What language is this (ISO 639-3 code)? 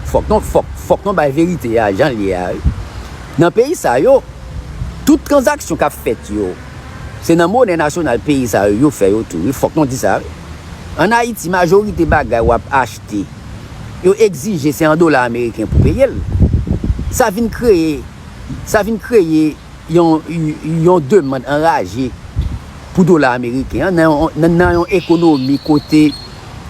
hat